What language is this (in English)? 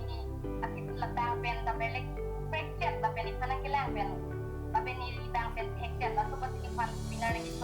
Karbi